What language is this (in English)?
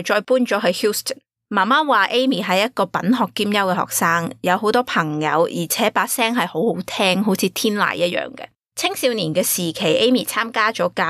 Cantonese